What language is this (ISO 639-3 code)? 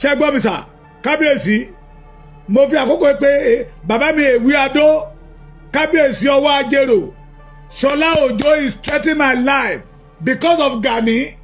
yor